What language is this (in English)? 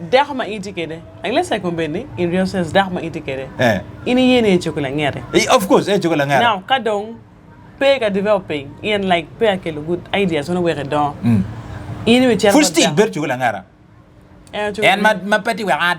Acoli